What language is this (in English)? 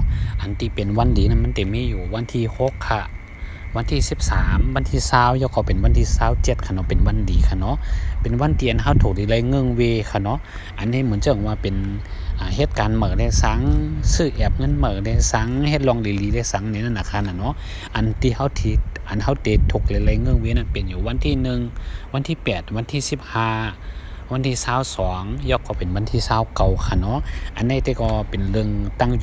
Shan